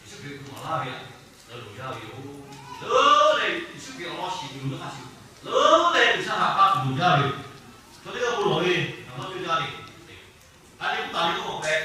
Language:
Lahu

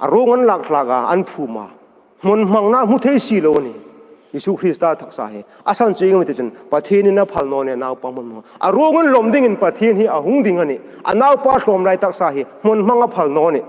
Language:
Hmar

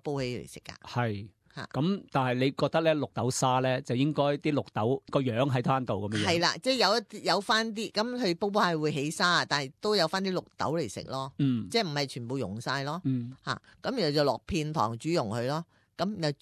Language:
Cantonese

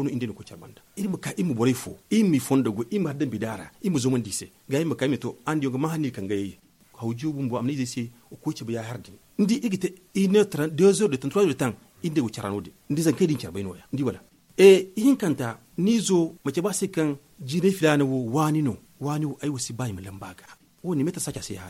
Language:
Zarma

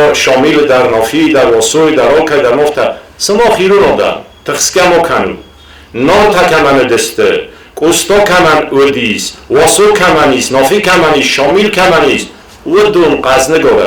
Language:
Ossetic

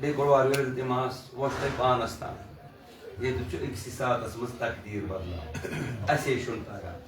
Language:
Kashmiri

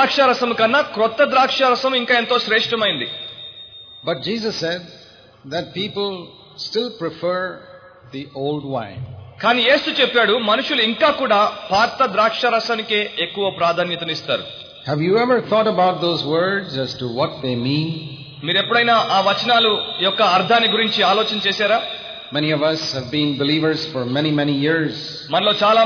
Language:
Telugu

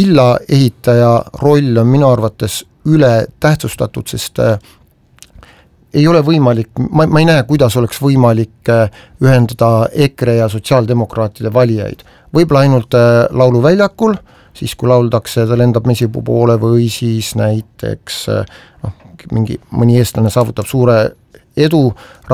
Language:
Estonian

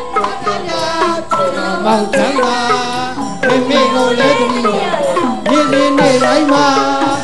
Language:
Burmese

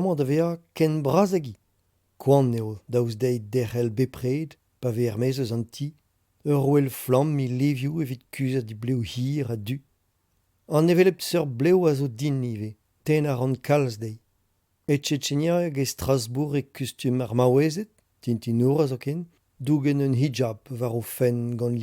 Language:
Breton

